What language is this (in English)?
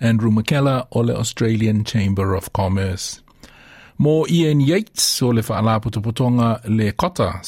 Samoan